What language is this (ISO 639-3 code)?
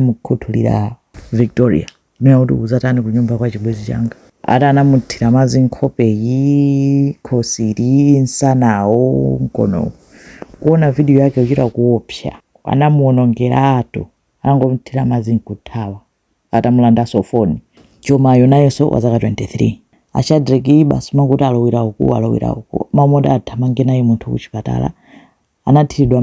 nya